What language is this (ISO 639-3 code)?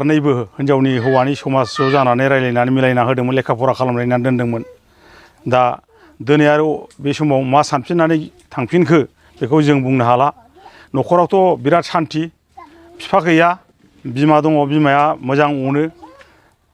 brx